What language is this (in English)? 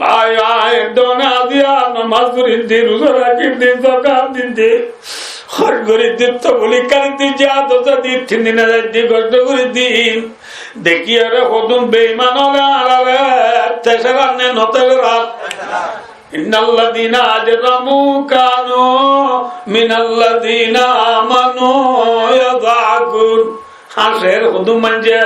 Rohingya